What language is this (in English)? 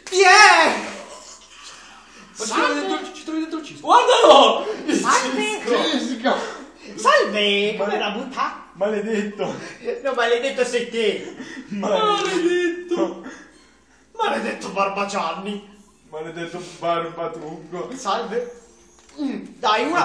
Italian